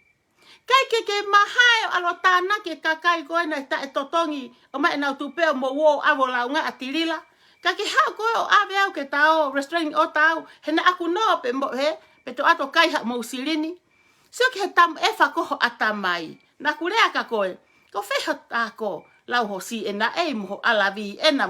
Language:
Tongan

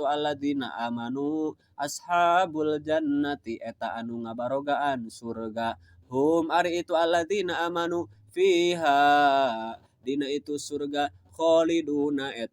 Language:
Sundanese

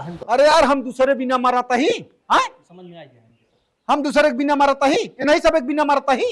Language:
Awadhi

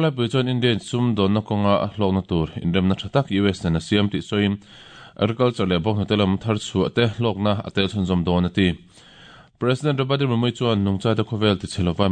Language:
Mizo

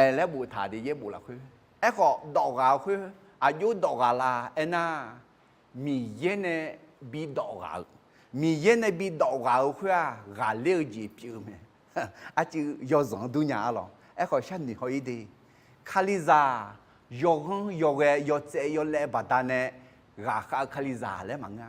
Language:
Akha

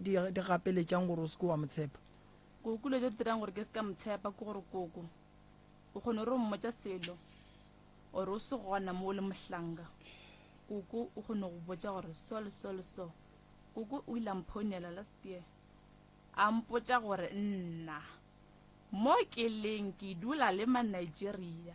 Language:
Northern Sotho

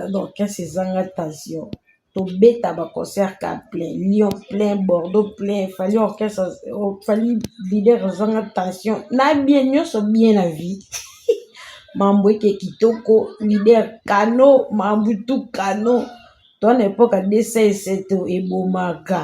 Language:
Lingala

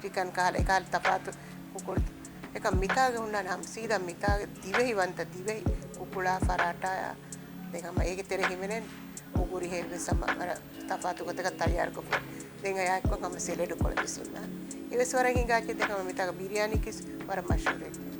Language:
Divehi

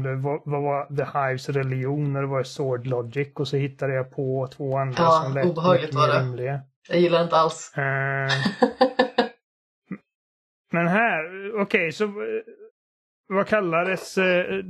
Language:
Swedish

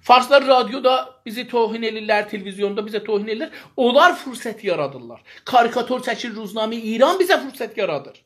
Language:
South Azerbaijani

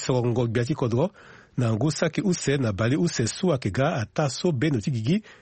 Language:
Sango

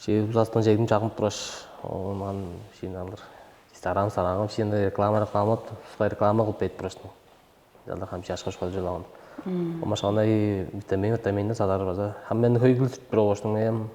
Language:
Tuvinian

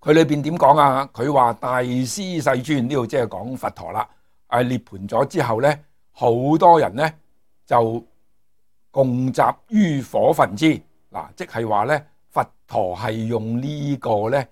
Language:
Cantonese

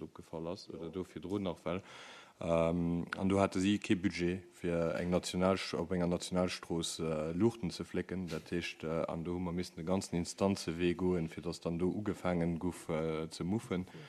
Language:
Luxembourgish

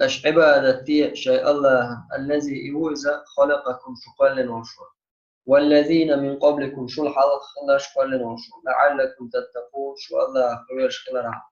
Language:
Chechen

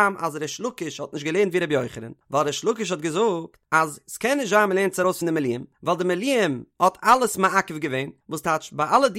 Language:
Yiddish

